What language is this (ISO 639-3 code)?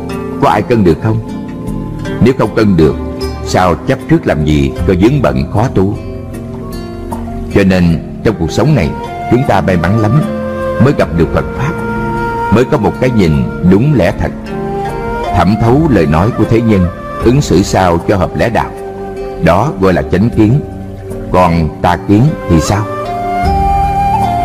vie